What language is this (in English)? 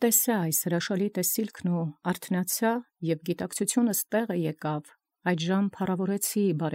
Armenian